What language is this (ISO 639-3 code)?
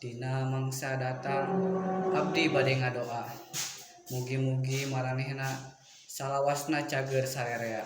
sun